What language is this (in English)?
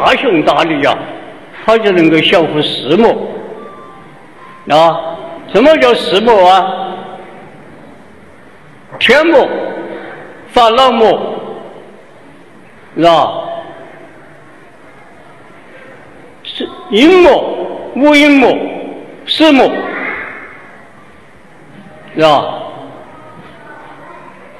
Chinese